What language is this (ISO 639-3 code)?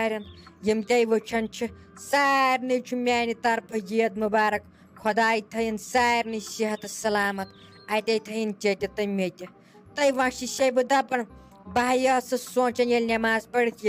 kas